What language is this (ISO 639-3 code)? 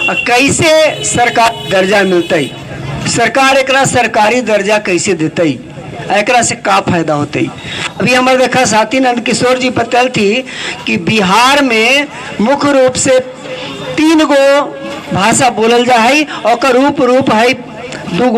mag